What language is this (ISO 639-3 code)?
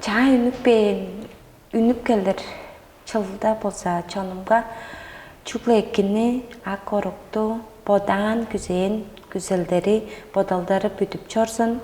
tyv